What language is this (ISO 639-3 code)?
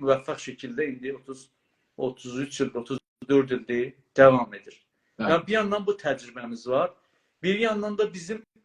azb